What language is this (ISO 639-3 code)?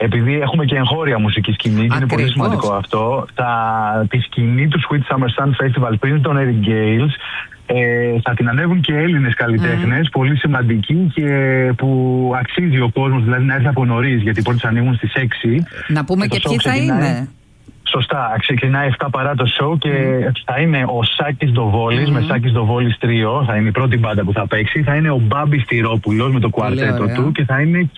ell